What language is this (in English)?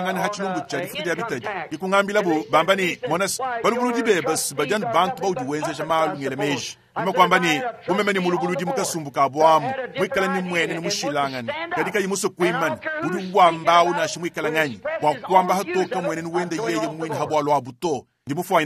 Luba-Lulua